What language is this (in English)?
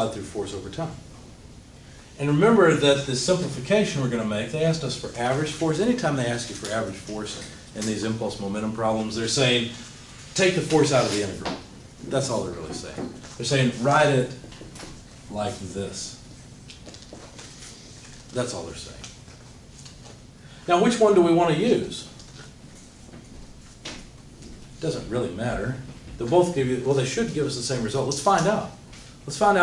English